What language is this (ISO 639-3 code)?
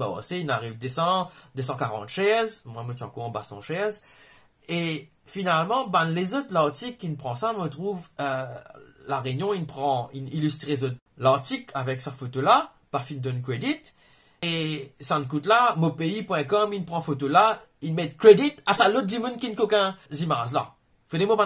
mfe